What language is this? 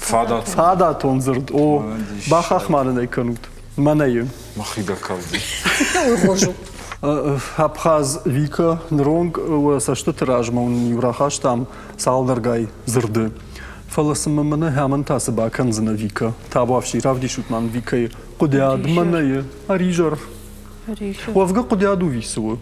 Ossetic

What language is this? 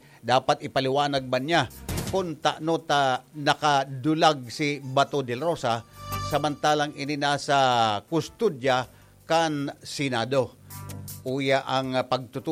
Bikol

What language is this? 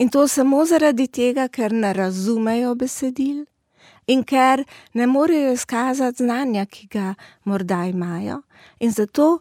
Slovenian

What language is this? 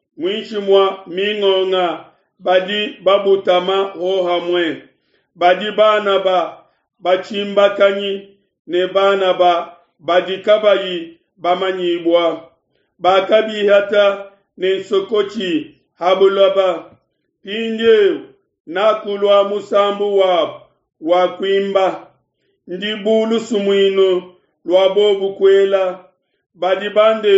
Luba-Lulua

